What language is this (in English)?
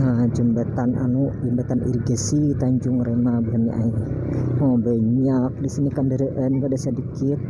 Banjar